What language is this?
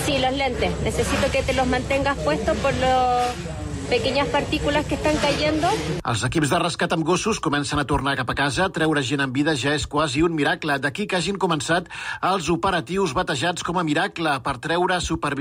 Catalan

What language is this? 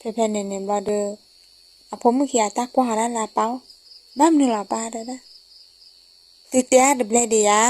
S'gaw Karen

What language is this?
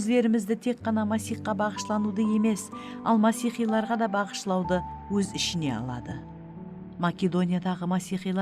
Kara-Kalpak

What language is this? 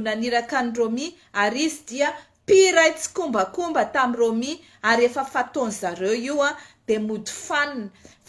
Malagasy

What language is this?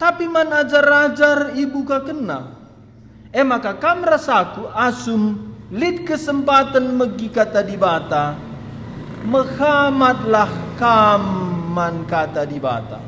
Batak Karo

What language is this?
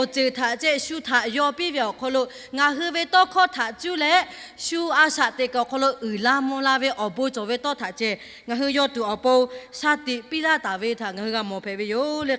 Lahu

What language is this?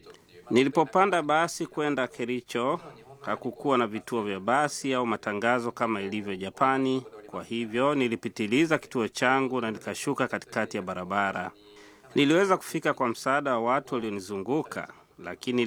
Swahili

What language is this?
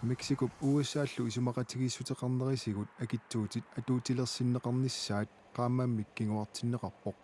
Kalaallisut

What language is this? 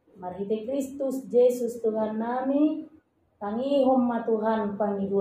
Batak Toba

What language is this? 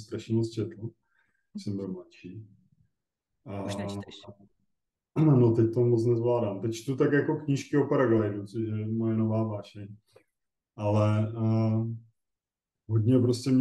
Czech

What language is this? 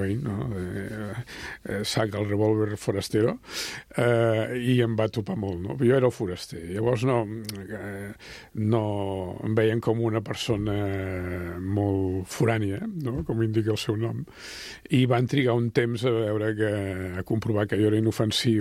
Catalan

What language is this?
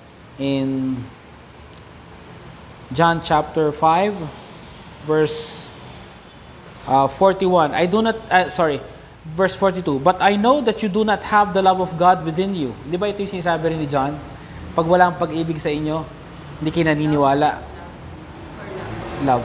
Filipino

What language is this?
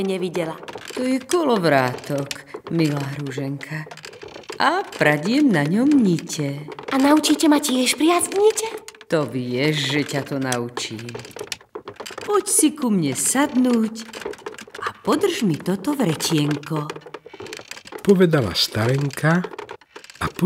Slovak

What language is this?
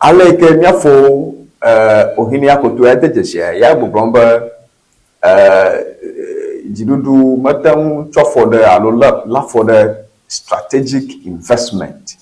Ewe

